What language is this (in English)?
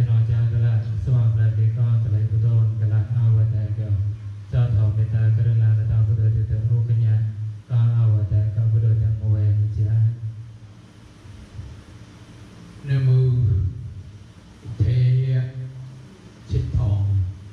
Vietnamese